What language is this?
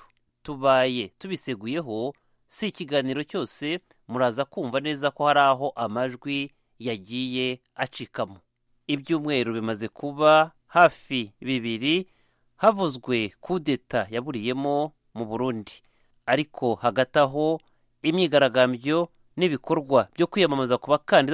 Kinyarwanda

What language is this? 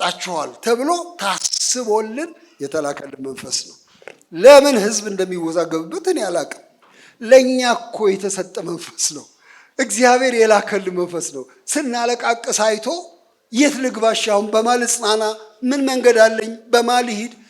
Amharic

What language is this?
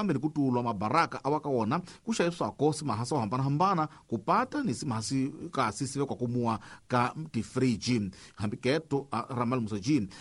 Tsonga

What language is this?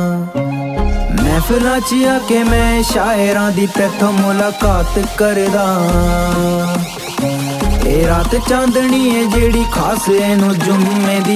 Punjabi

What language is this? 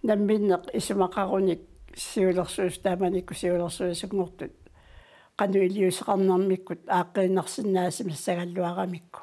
Kalaallisut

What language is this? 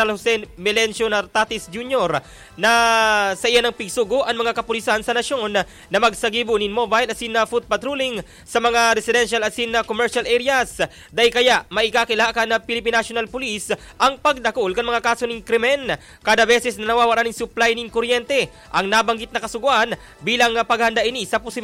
Bikol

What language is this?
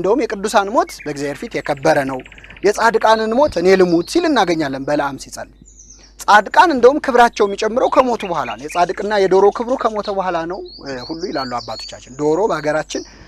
Amharic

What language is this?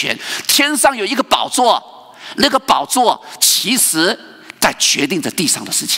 Chinese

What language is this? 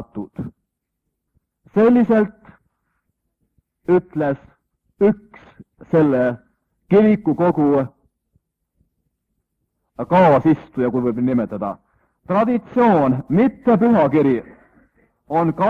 Estonian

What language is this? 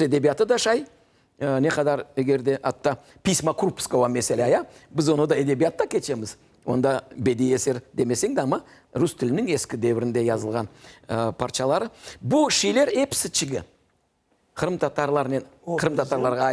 Crimean Tatar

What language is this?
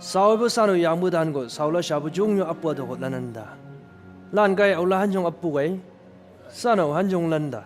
Chang Naga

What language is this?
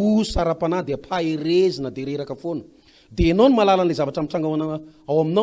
Malagasy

